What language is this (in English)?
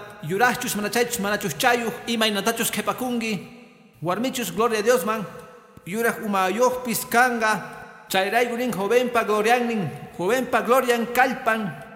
Quechua